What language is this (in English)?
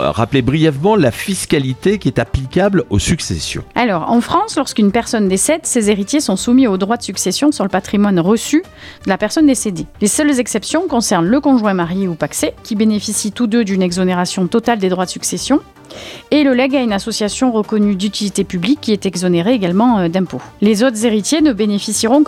French